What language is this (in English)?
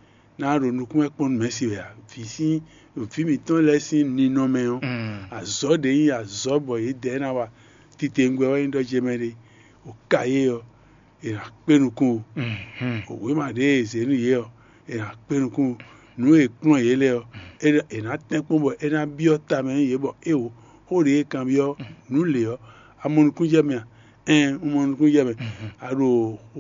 Fon